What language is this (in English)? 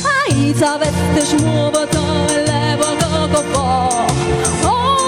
Neapolitan